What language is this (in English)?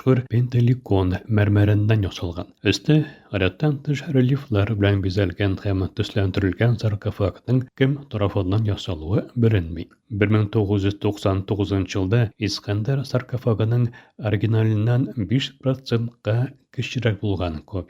Tatar